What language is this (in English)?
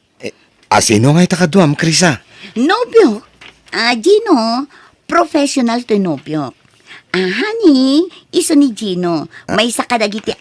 Iloko